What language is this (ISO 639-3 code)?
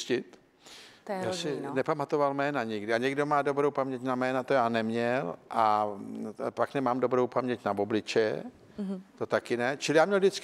ces